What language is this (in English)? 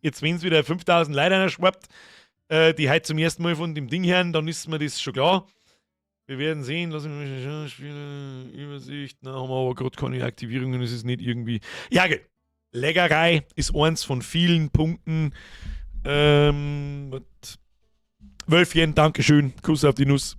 Bavarian